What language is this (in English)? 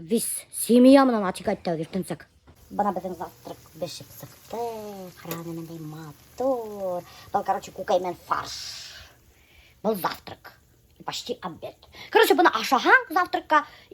Bashkir